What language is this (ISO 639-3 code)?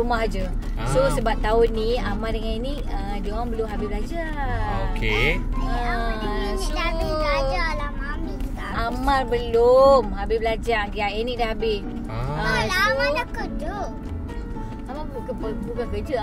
msa